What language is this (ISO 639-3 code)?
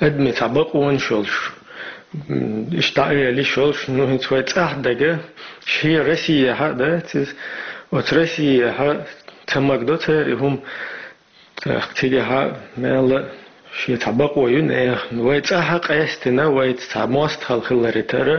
che